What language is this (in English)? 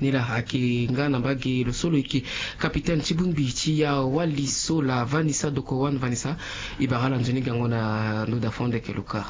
Sango